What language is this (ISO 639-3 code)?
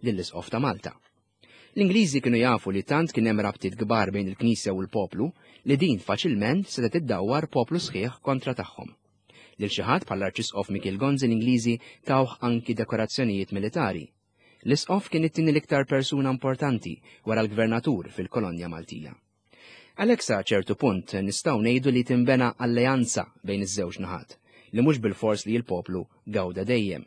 mlt